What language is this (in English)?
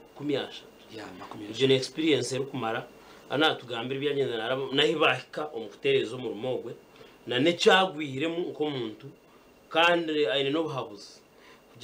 Nyankole